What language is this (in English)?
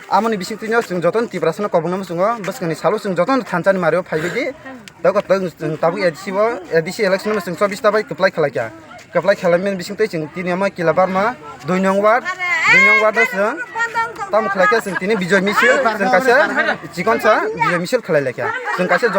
Kok Borok